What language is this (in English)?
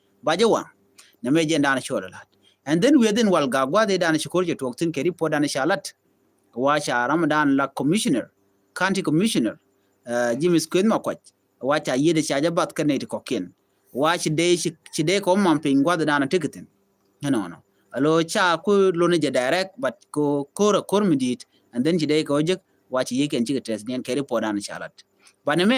Nuer